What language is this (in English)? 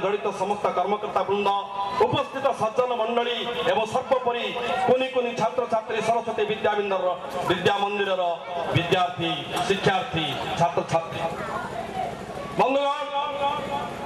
Odia